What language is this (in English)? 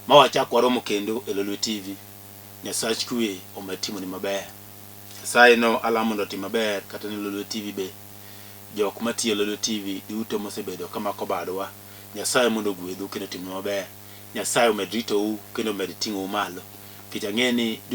Luo (Kenya and Tanzania)